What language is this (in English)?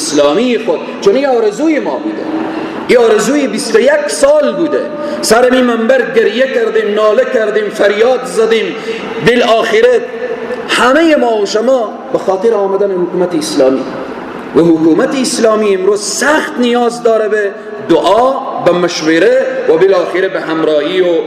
Persian